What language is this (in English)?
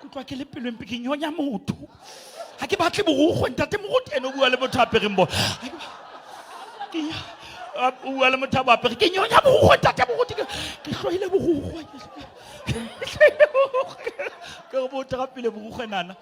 Southern Sotho